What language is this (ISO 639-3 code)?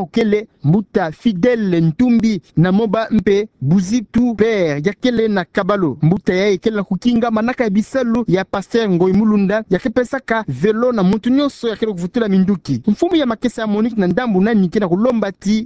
ktu